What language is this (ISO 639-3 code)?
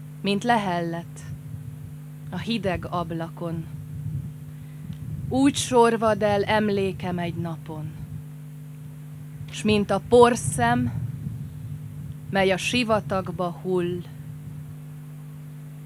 hun